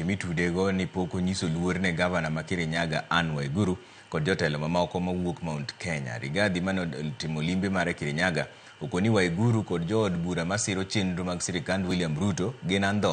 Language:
Luo (Kenya and Tanzania)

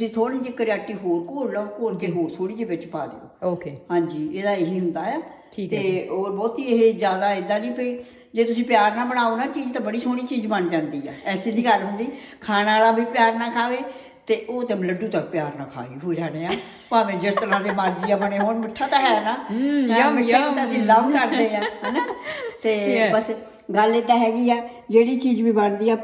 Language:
Punjabi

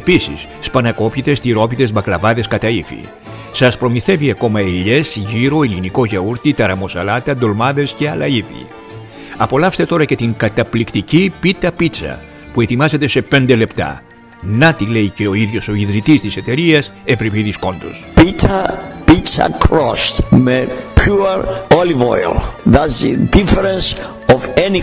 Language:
Greek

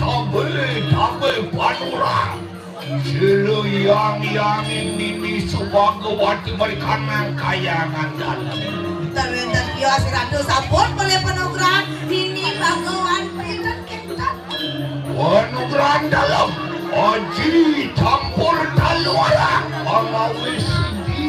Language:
Balinese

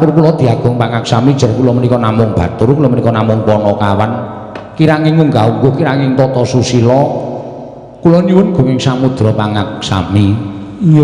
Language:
Javanese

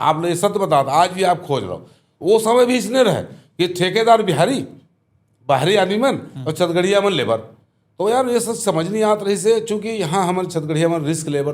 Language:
Chhattisgarhi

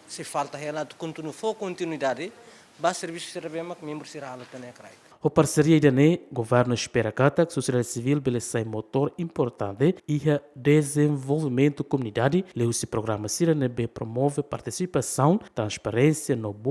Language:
Tetum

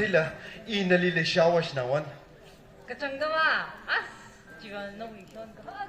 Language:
Tangkhul Naga (India)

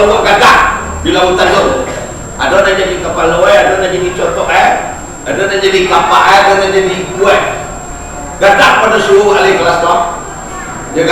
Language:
Minangkabau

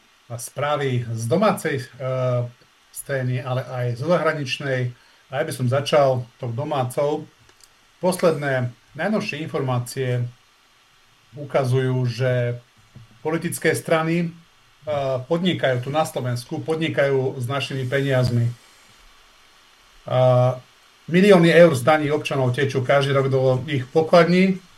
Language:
Slovak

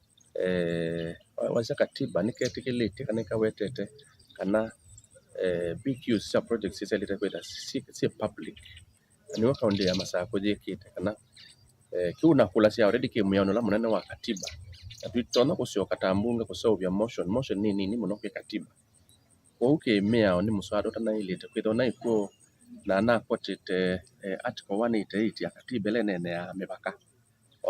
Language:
Kamba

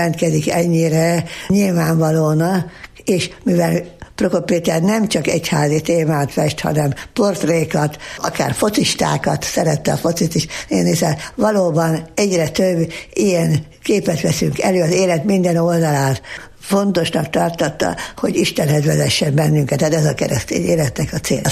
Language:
Hungarian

